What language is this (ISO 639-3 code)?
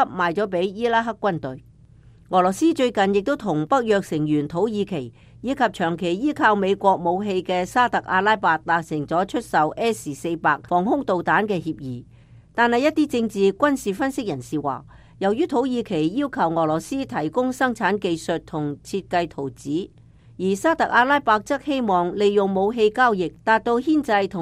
yue